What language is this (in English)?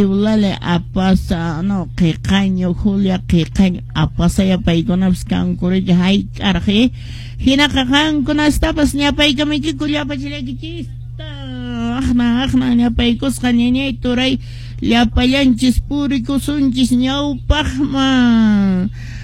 Quechua